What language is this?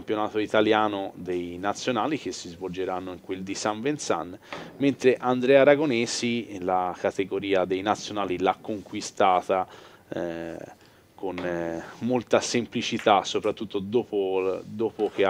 Italian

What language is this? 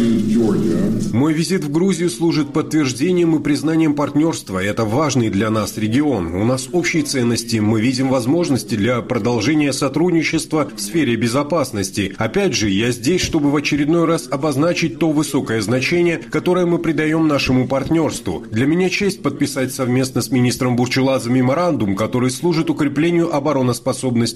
Russian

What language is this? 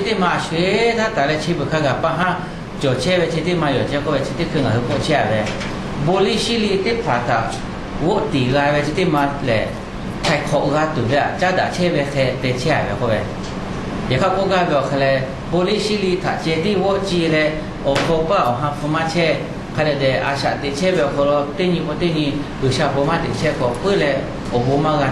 Lahu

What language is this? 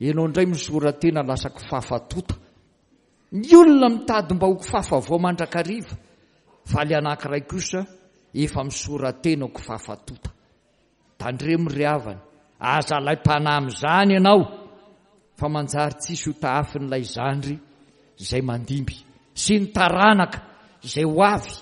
Malagasy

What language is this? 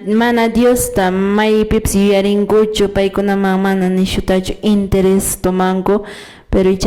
Quechua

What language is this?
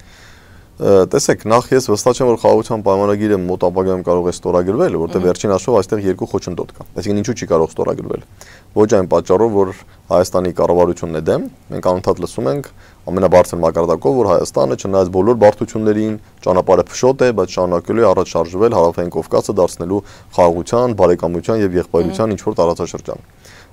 Armenian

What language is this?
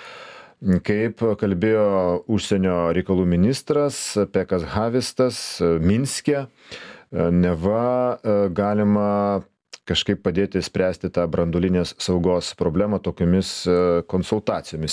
Lithuanian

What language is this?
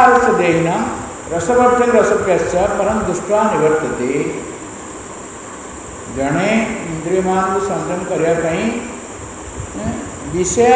Odia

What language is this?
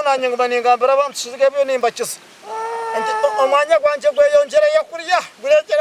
Nyankole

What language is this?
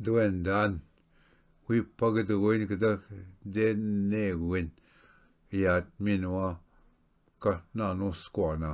Ojibwa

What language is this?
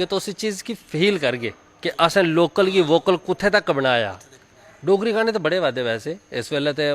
Dogri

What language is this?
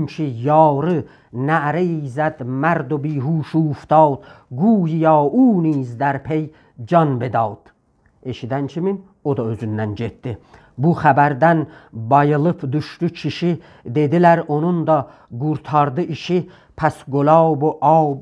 South Azerbaijani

